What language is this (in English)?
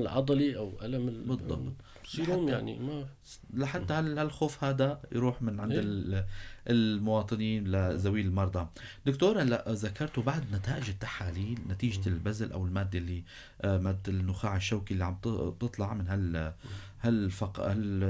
North Levantine Arabic